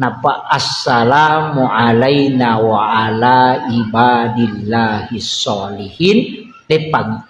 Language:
Buginese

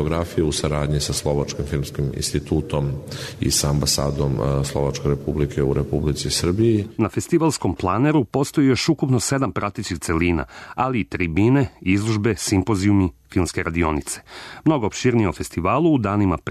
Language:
Serbian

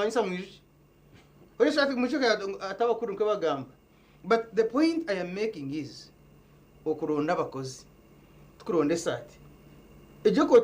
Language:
Nyankole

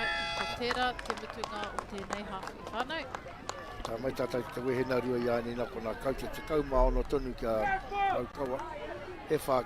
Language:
Māori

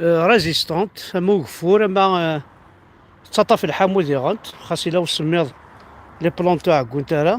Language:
Kabyle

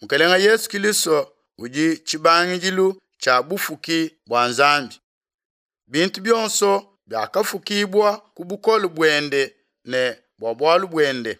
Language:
Luba-Lulua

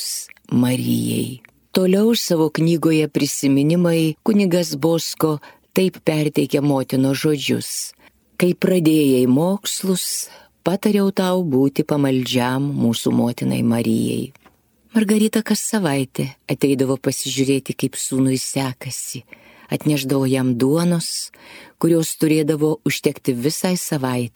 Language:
Lithuanian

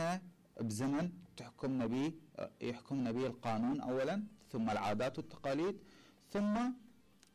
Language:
Mesopotamian Arabic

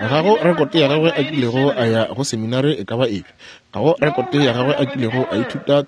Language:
Northern Sotho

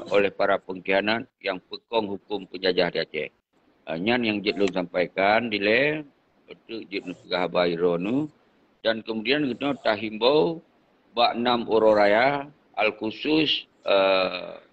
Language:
Achinese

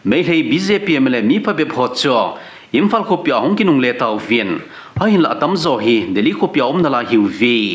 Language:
Thado Chin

